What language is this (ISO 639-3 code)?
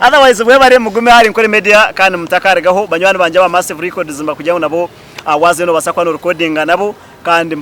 nyn